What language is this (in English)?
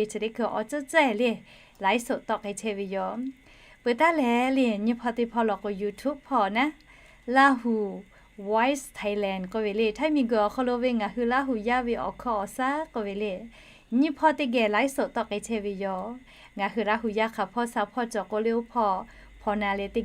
Lahu